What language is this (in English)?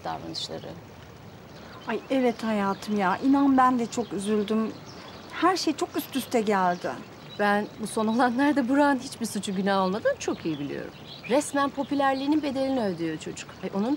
Turkish